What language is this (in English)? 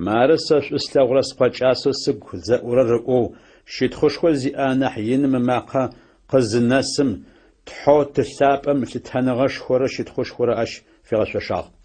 Adyghe